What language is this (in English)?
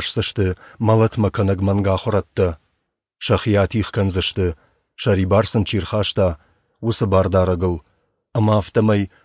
Ossetic